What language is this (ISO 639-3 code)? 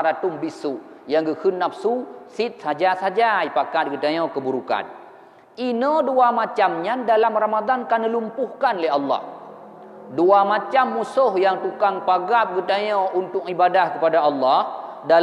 ace